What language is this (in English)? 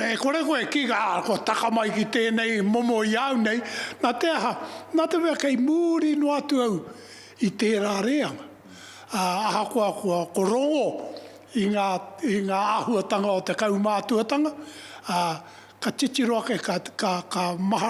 Māori